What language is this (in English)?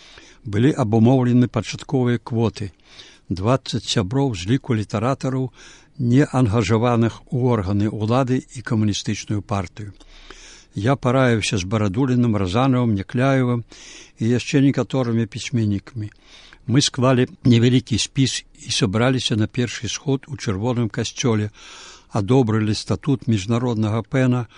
Belarusian